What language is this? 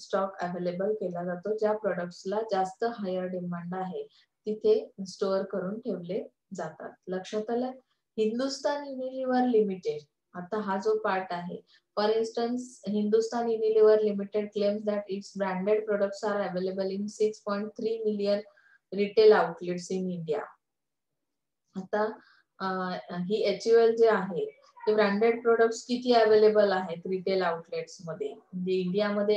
Marathi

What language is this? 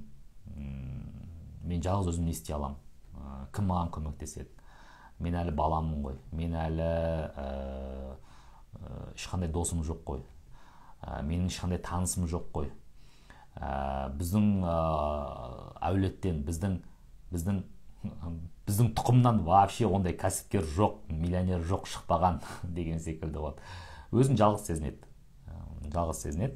Kazakh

